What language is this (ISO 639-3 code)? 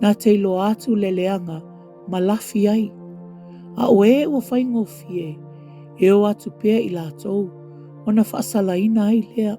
smo